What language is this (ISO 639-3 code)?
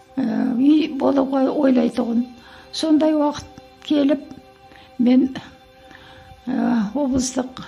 kaz